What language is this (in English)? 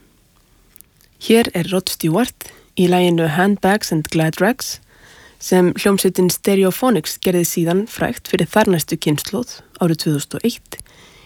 Icelandic